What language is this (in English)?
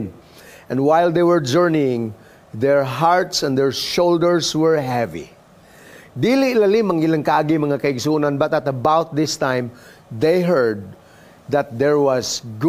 Cebuano